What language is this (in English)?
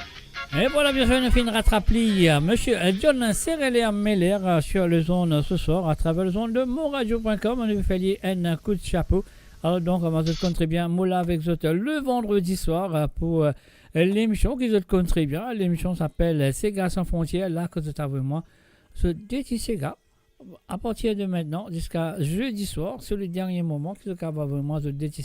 Morisyen